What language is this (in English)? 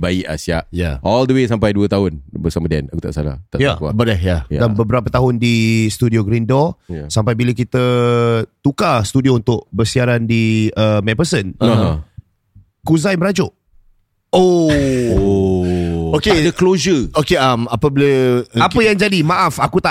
Malay